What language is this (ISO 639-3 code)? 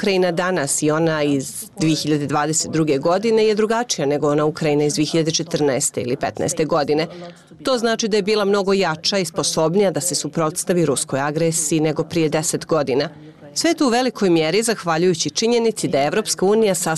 bos